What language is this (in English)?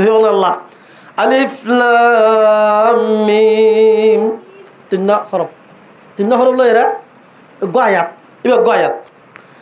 Rohingya